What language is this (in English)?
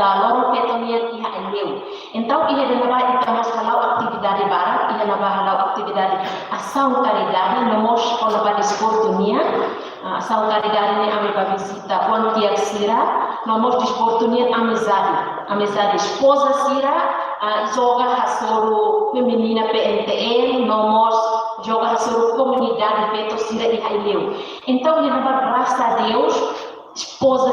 Tetum